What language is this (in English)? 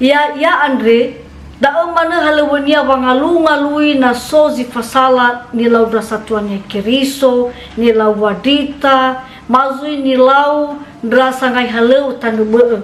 Nias